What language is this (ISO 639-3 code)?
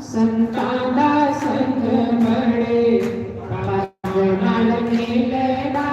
doi